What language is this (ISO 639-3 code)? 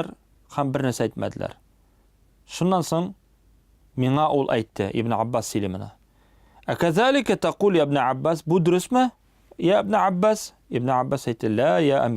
tat